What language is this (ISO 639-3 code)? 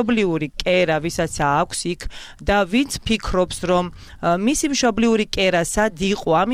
kat